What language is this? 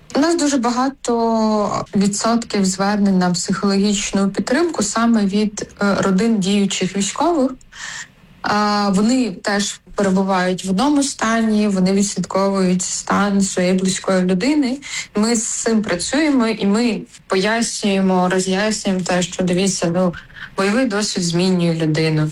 Ukrainian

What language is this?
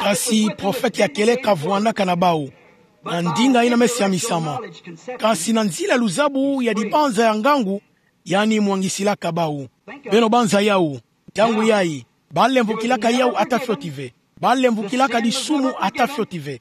Kituba (Democratic Republic of Congo)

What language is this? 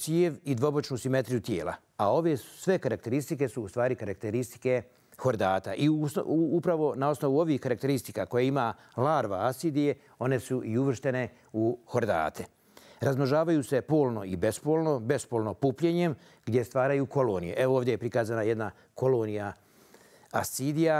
Bosnian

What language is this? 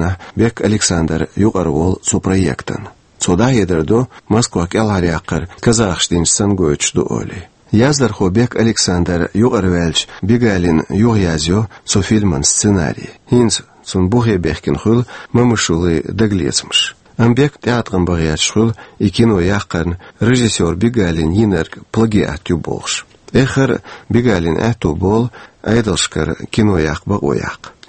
Chechen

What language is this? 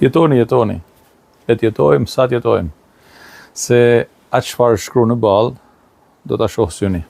Albanian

